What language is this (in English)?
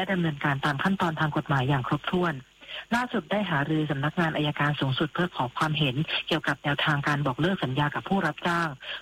Thai